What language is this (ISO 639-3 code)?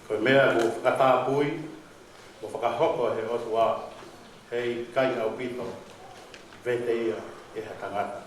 ton